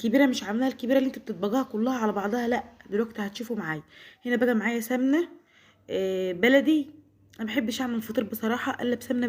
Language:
Egyptian Arabic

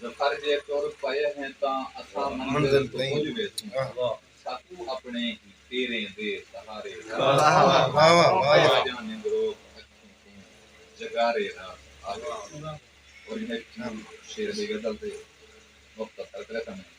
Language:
Saraiki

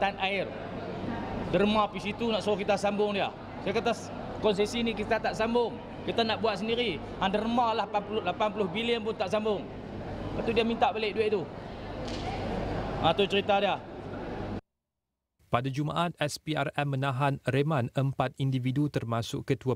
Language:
Malay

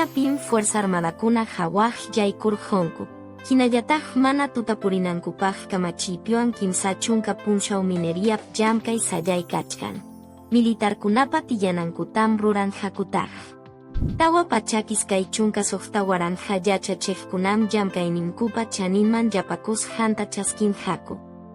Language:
Quechua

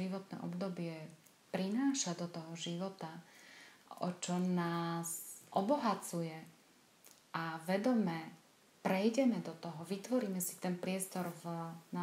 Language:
Slovak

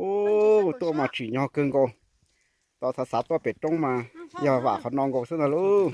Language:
Hmong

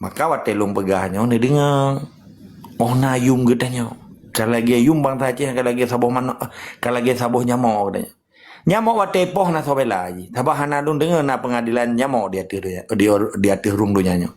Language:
Achinese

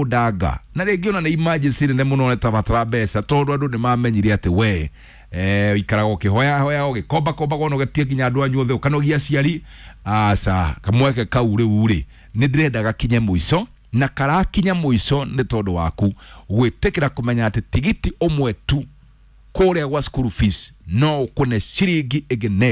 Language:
Kikuyu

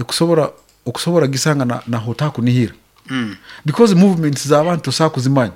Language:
Nyankole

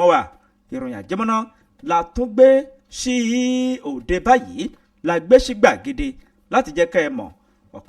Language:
Yoruba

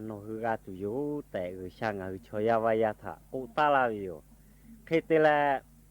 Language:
Lahu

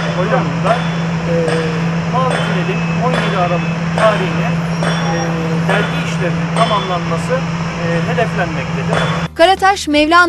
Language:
Turkish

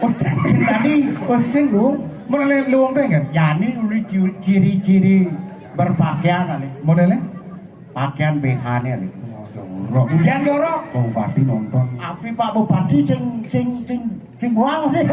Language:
Balinese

